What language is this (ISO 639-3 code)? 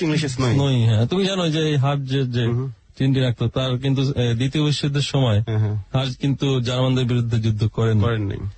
ben